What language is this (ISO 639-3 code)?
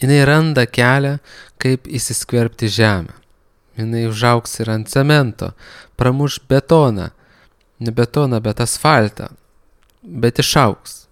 lit